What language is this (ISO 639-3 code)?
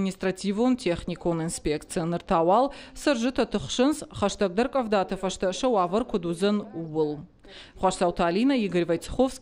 oss